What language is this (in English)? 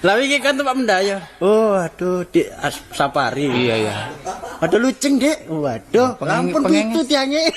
Javanese